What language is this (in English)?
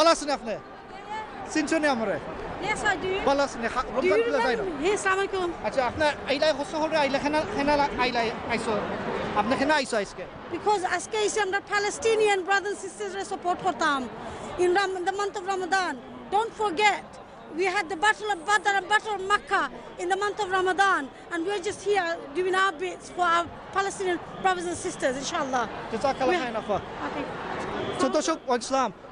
Sylheti